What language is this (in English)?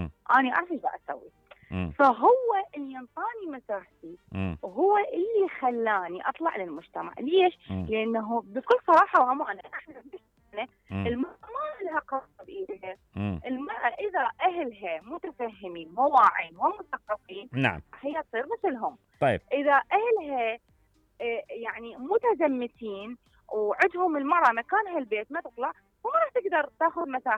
Mesopotamian Arabic